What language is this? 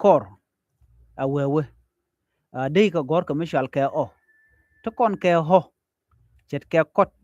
Nuer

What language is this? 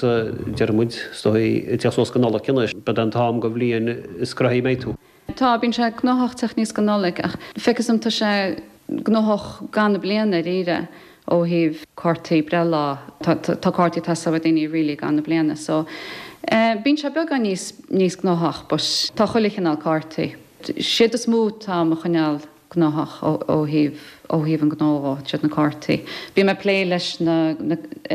Irish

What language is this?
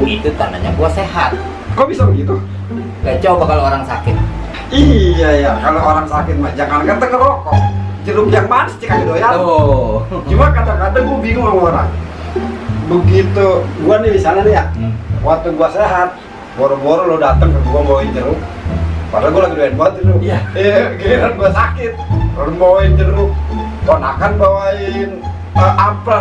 Betawi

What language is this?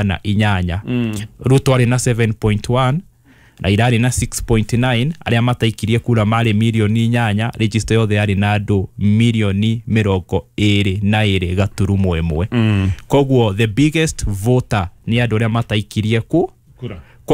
Kikuyu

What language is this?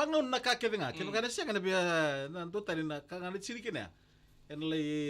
Fijian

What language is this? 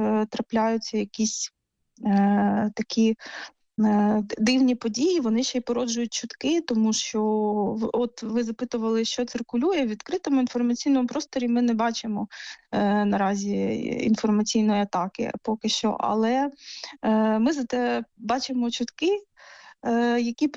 Ukrainian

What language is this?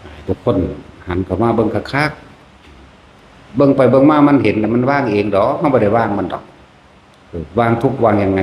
Lao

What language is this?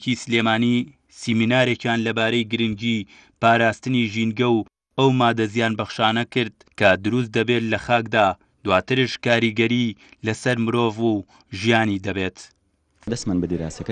Central Kurdish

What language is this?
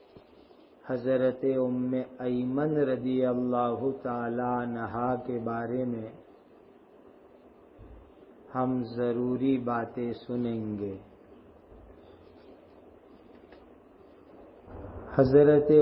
Urdu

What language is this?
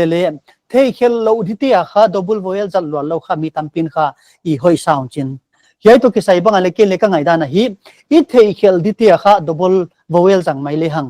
Paite Chin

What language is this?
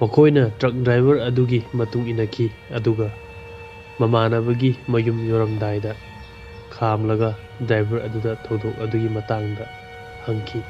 Manipuri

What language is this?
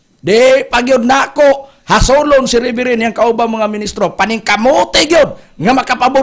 Cebuano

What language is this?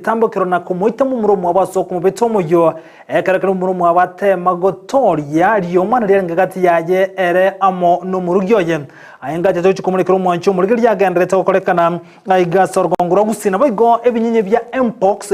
Gusii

